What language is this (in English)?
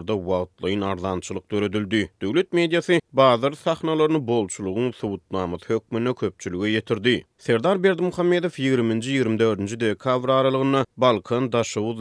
Turkmen